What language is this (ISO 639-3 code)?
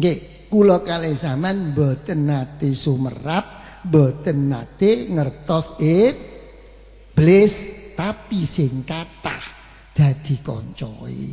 jav